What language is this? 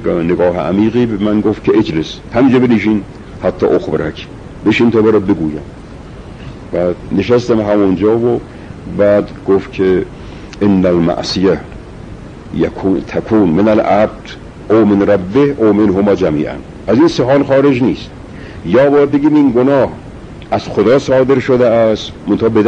Persian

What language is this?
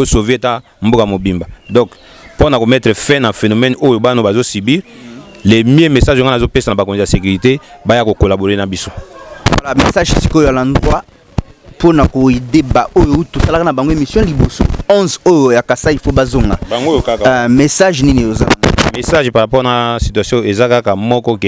Lingala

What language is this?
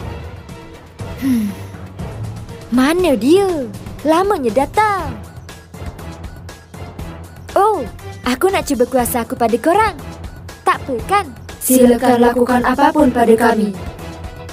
Malay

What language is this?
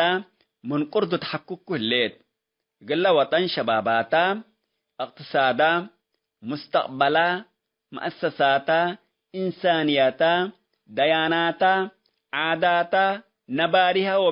Tigre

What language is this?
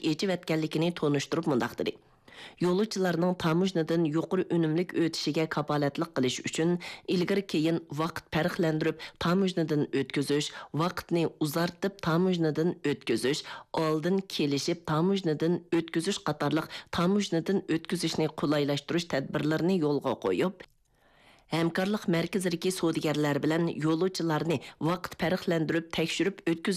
Uyghur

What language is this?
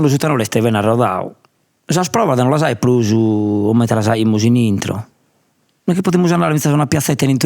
Sardinian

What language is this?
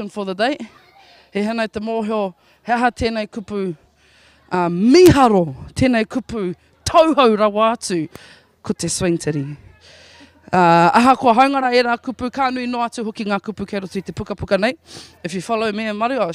Māori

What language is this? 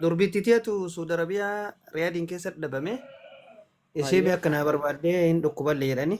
Oromo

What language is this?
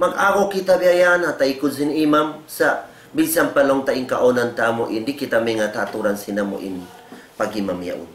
Tausug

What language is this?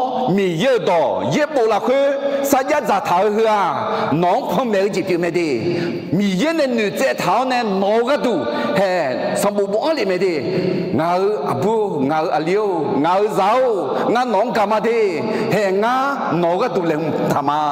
Akha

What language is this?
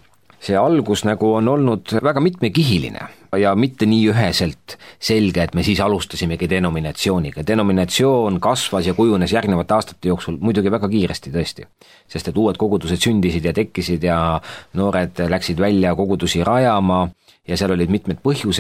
Estonian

